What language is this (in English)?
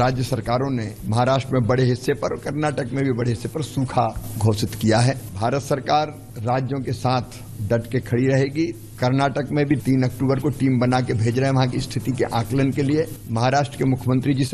Hindi